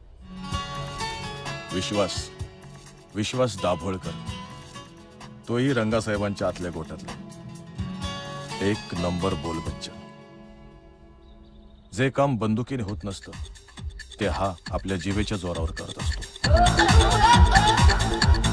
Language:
Marathi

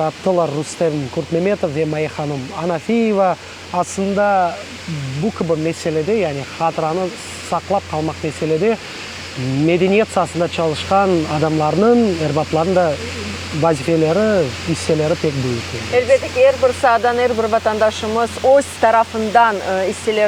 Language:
Crimean Tatar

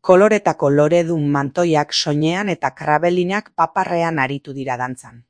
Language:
Basque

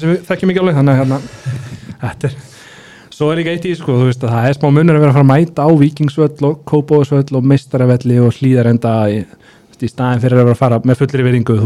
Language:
Icelandic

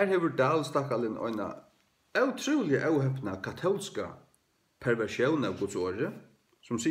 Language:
Faroese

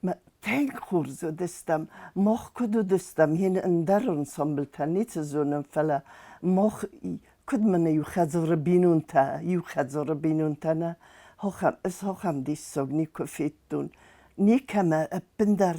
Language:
Ossetic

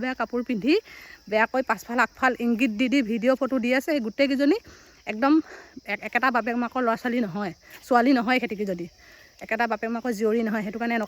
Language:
Assamese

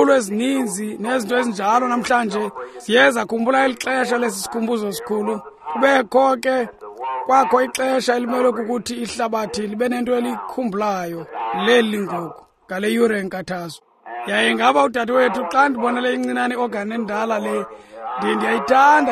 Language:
Xhosa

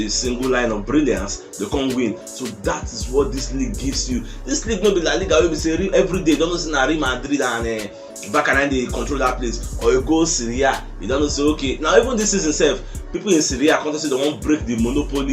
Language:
Nigerian Pidgin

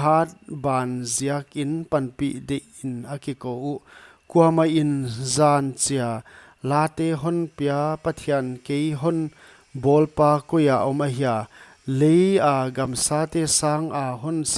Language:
Paite Chin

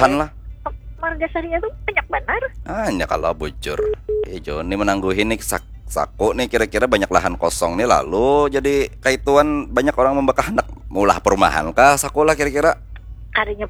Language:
Banjar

